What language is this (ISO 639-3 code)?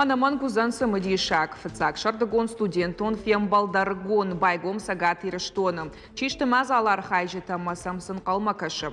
oss